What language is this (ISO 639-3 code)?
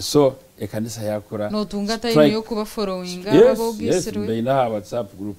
nyn